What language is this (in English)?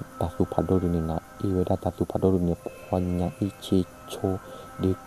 S'gaw Karen